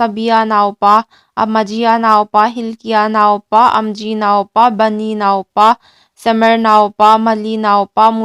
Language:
Hmar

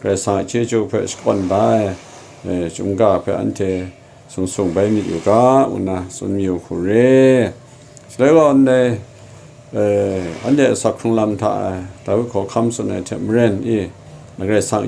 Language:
Kachin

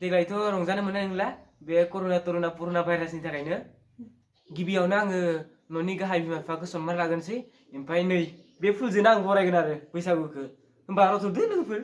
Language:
Bodo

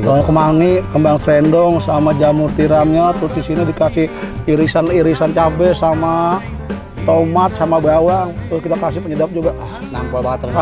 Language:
Betawi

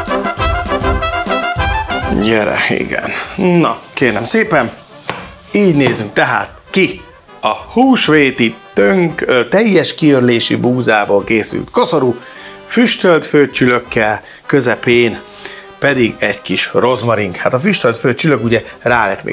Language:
Hungarian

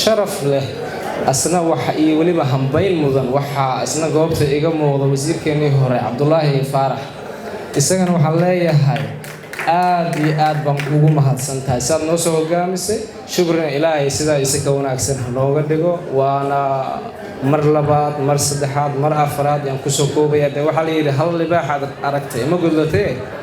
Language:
Somali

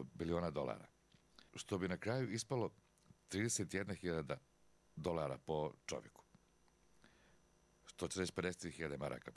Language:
Serbian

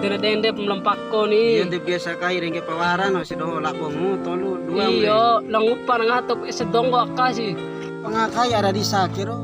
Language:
Bima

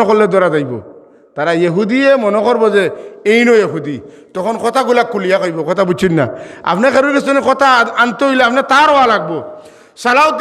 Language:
Sylheti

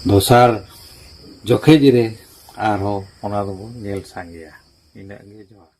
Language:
Santali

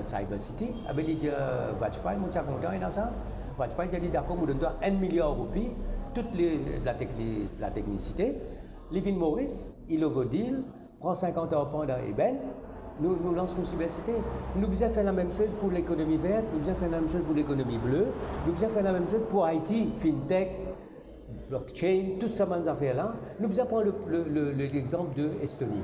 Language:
Morisyen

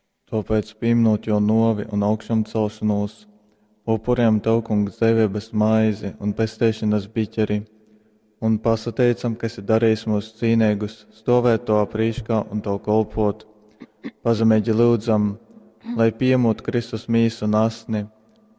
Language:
Latgalian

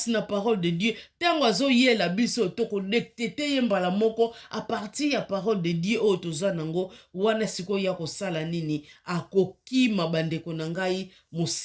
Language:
Lingala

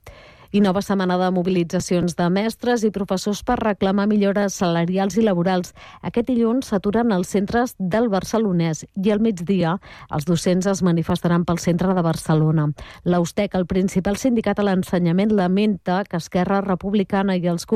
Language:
Catalan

